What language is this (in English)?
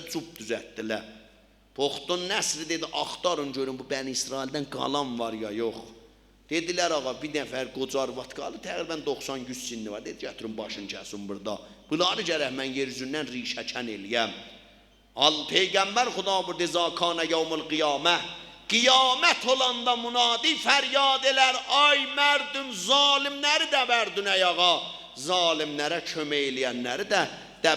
South Azerbaijani